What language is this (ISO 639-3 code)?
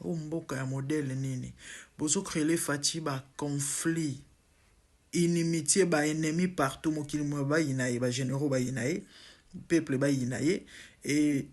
lin